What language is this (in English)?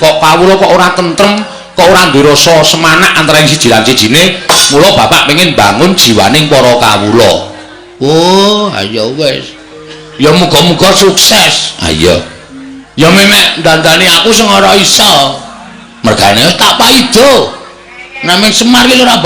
Javanese